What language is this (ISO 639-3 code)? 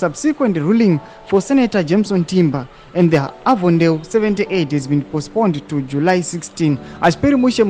sna